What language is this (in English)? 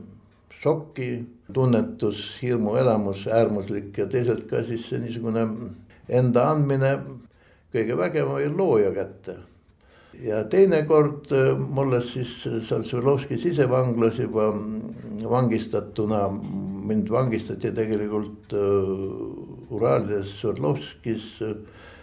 Estonian